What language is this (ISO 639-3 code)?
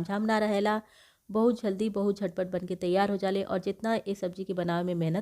bho